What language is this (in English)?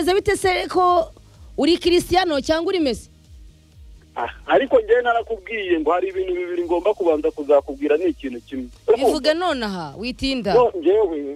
Kinyarwanda